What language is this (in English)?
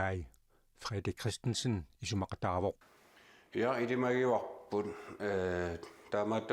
Kalaallisut